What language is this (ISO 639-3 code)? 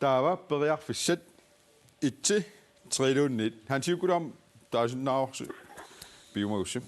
kal